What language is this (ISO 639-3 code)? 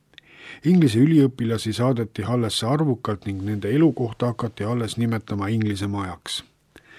est